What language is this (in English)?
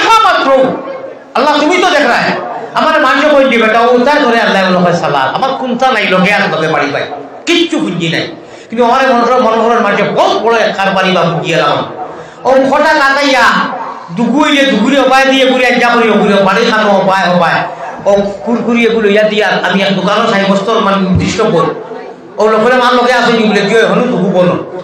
Sylheti